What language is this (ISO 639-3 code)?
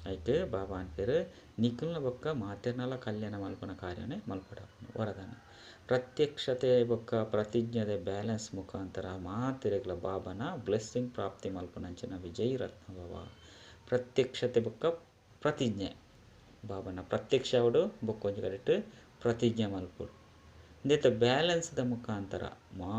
tcy